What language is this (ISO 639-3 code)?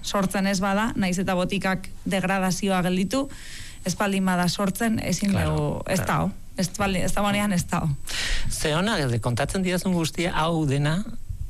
eus